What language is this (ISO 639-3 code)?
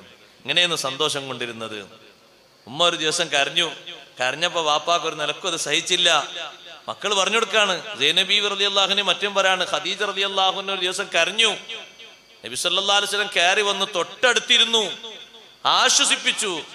mal